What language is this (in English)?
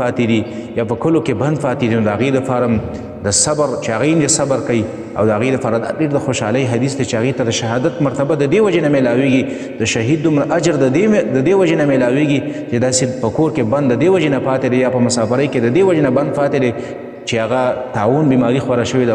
Pashto